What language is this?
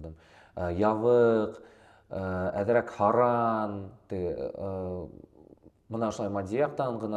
Bashkir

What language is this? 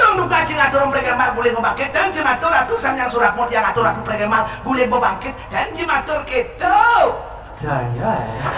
Balinese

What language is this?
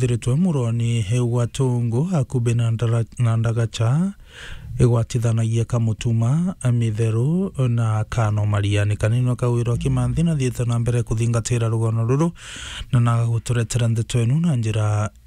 Meru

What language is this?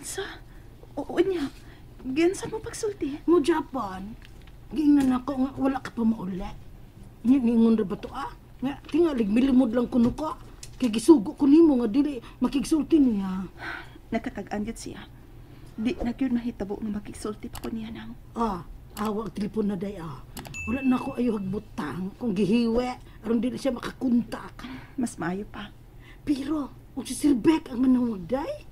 Cebuano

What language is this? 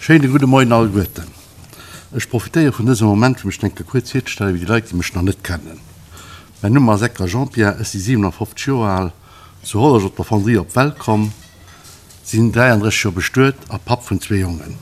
Luxembourgish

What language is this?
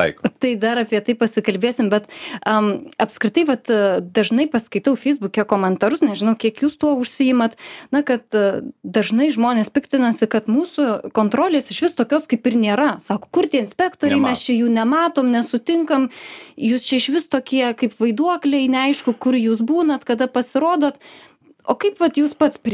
Lithuanian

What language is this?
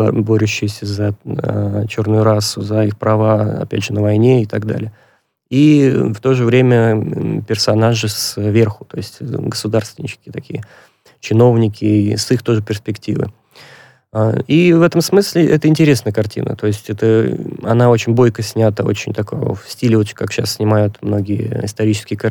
Russian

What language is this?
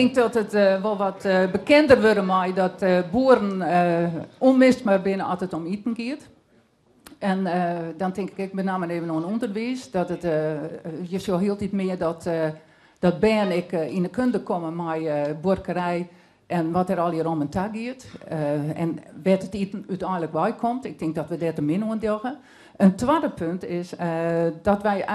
Western Frisian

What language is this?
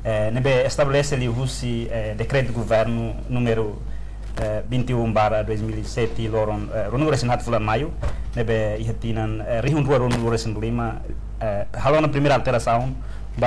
Tetum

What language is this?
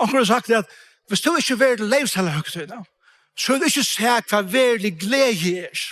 Faroese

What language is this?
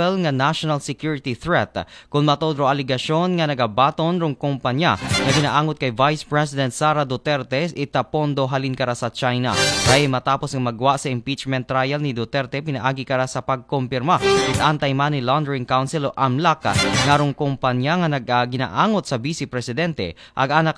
Aklanon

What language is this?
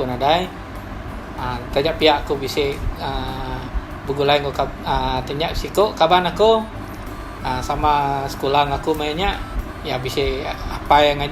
Iban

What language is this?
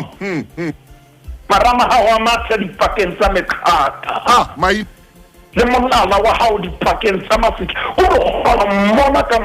Southern Sotho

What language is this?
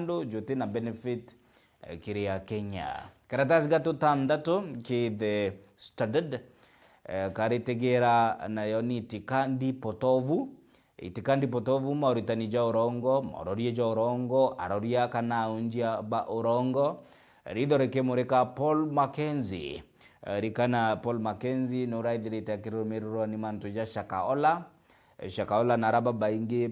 Meru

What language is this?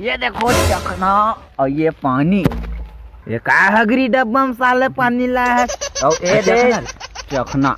Chhattisgarhi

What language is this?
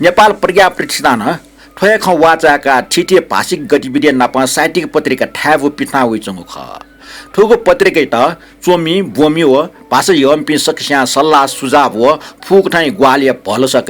Newari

